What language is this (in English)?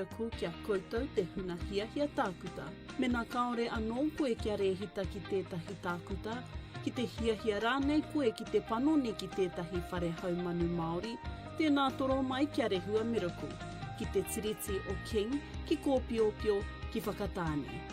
Māori